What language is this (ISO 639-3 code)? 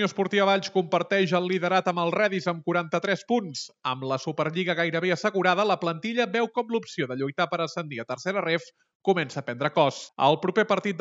cat